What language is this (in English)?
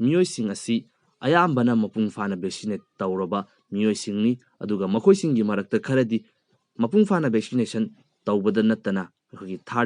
Manipuri